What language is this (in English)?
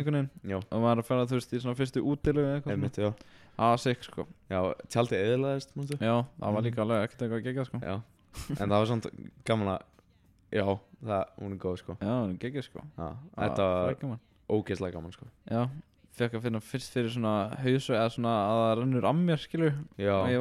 Icelandic